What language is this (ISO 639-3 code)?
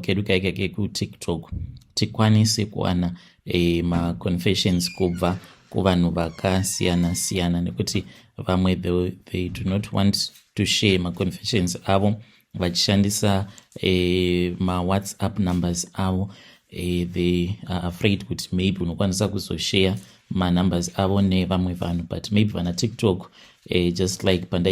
sna